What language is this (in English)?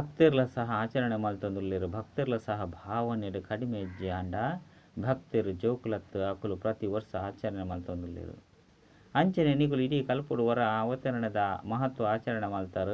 Tulu